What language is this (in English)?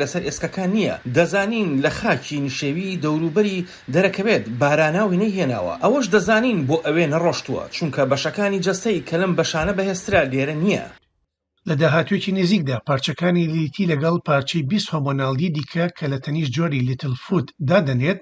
Central Kurdish